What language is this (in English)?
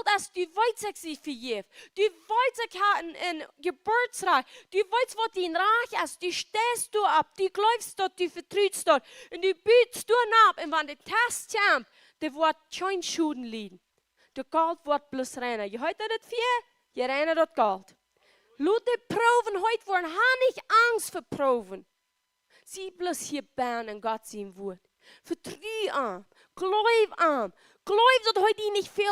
Plautdietsch